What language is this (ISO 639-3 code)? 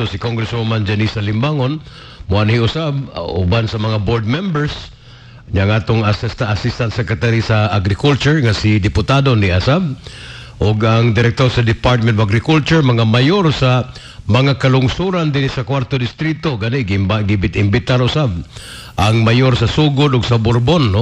ceb